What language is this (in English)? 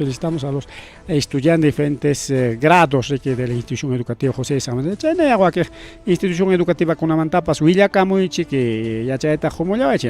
Ayacucho Quechua